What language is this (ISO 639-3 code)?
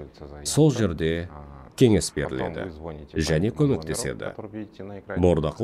kaz